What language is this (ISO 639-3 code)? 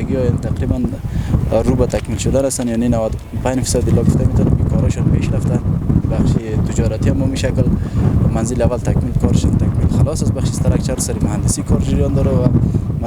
haz